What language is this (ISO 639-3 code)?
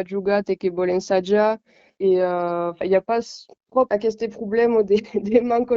oci